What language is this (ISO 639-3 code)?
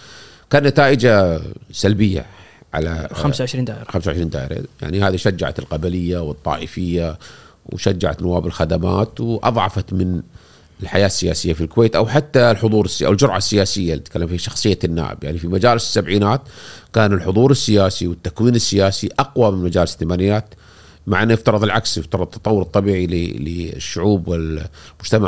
afb